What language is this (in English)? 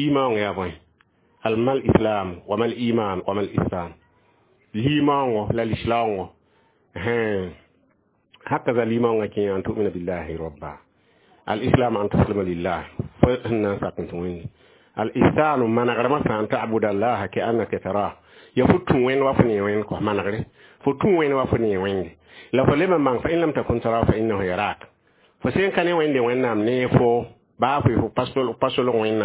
Mossi